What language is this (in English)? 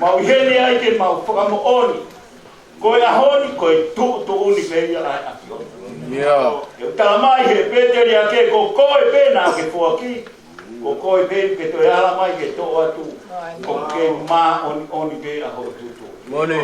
Tongan